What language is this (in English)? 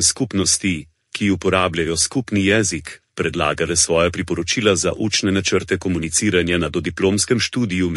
Slovenian